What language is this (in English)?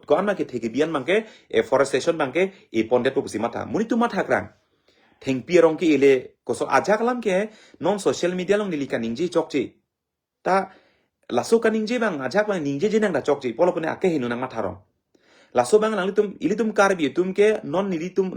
Karbi